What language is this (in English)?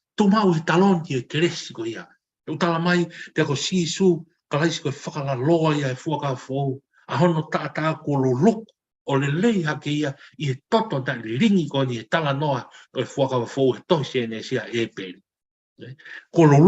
Tongan